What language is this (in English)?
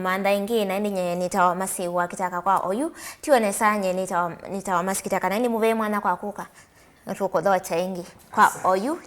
Kamba